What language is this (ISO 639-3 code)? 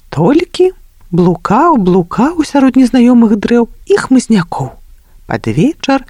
bel